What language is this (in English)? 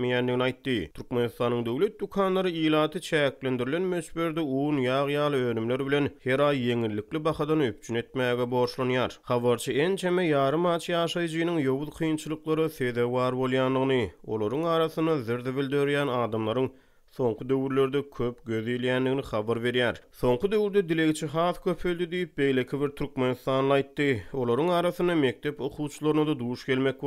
Turkmen